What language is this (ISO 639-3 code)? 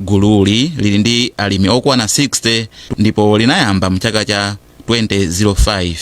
nya